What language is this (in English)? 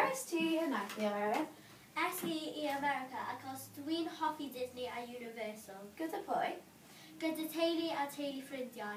Welsh